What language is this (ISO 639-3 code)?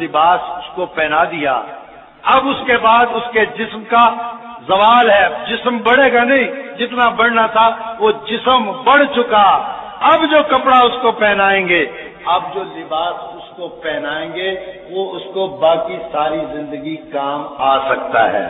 urd